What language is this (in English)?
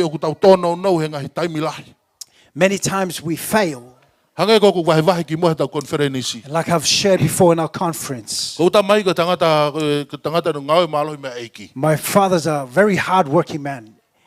Tongan